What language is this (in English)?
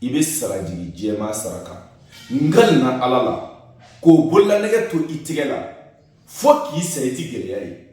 Bambara